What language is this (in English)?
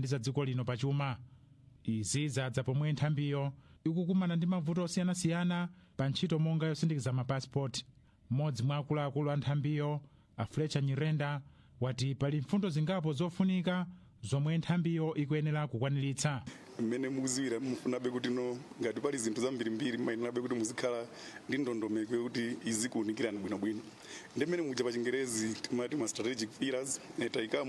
Nyanja